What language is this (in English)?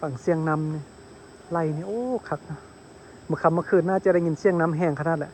Lao